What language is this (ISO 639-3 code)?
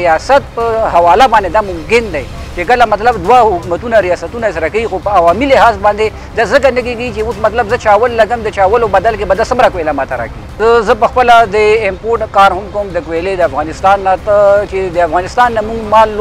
pus